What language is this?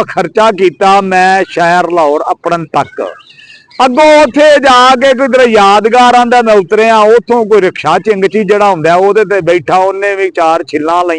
Western Panjabi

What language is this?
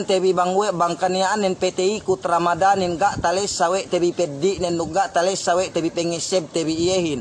Yakan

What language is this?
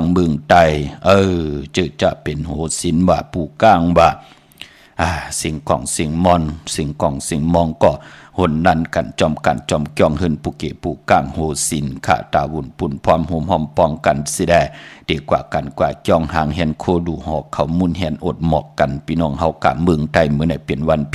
Shan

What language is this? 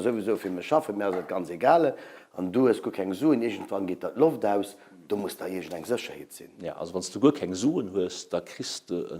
Luxembourgish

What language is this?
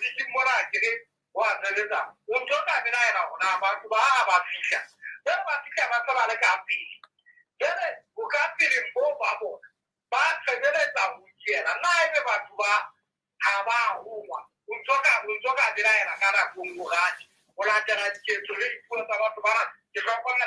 Southern Sotho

